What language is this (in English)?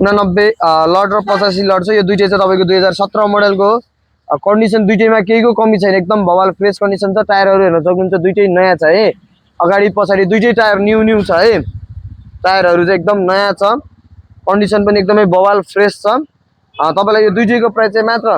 Nepali